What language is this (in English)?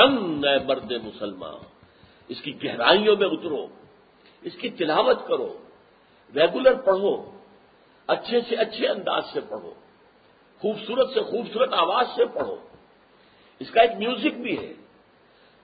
Urdu